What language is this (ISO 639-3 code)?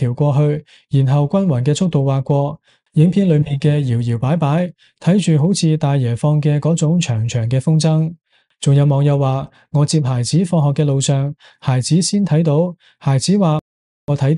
yue